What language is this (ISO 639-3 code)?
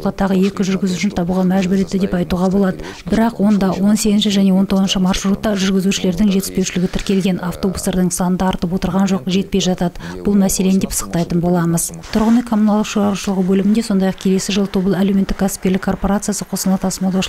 kaz